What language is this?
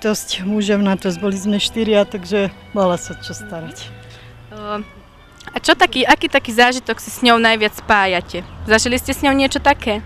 Slovak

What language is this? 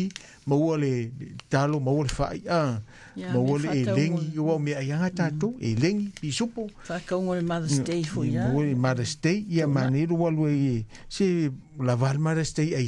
Samoan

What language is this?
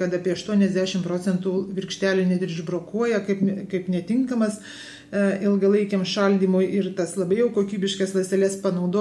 Lithuanian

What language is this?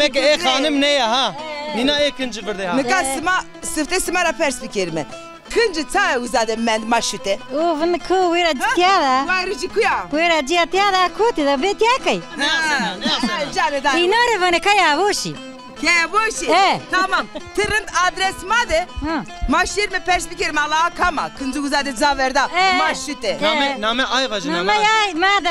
Zaza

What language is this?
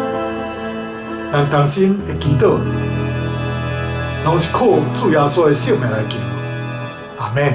Min Nan Chinese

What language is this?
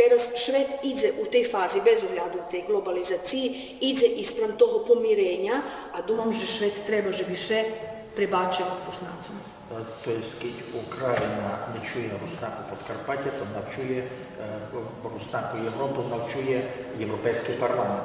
Rusyn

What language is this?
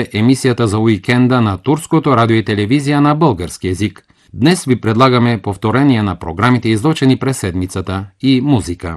Bulgarian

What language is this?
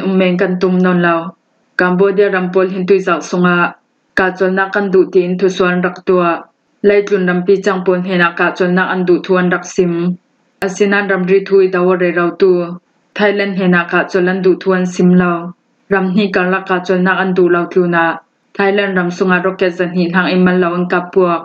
Falam Chin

